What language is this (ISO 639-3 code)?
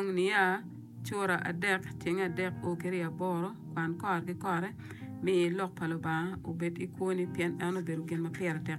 ach